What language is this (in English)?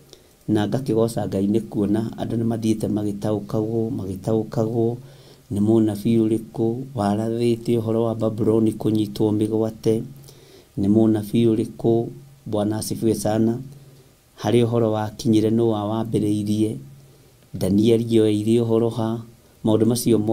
Kikuyu